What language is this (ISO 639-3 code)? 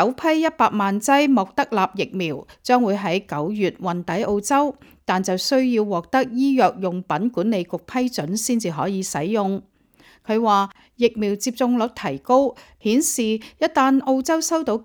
yue